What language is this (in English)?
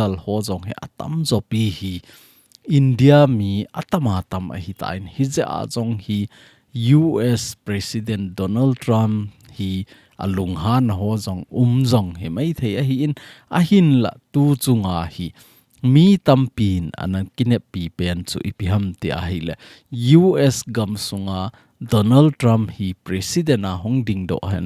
Thado Chin